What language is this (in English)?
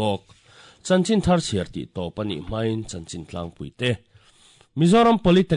Mizo